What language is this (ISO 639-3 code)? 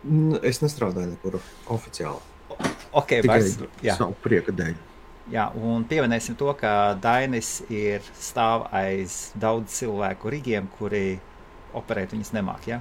lav